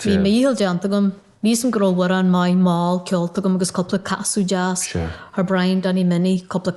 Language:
Irish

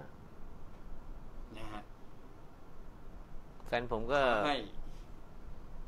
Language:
Thai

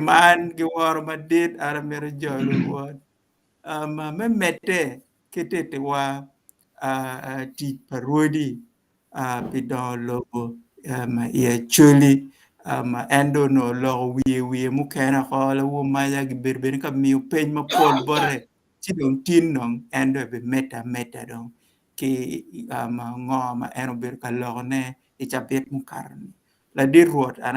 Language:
Acoli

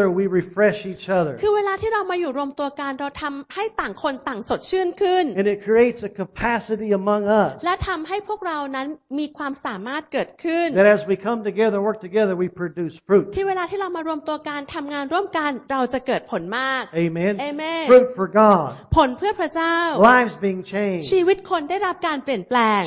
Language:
Thai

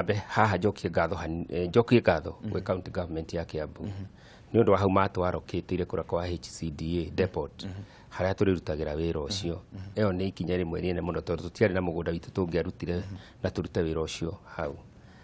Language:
Kikuyu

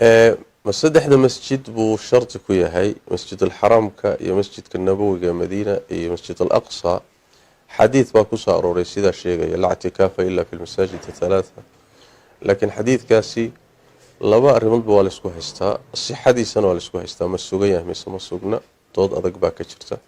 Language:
Somali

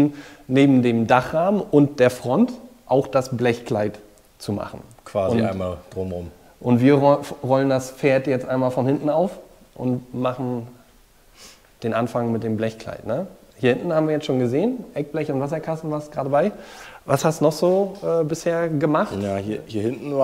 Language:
German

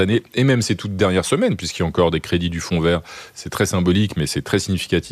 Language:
French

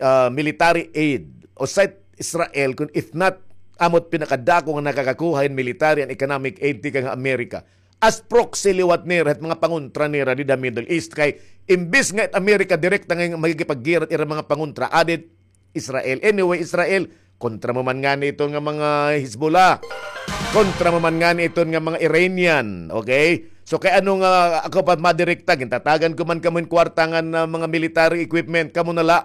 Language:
Waray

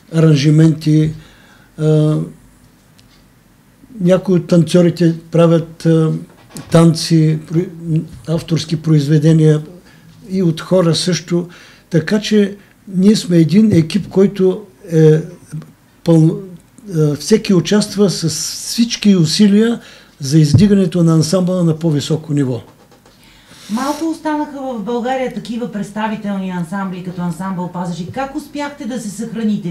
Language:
Bulgarian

